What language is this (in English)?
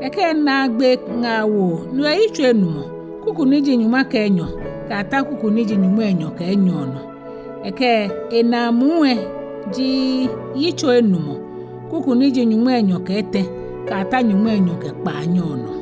Ga